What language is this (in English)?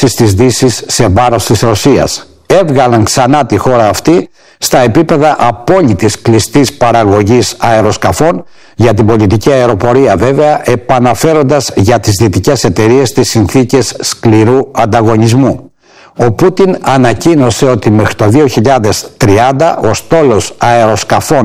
Greek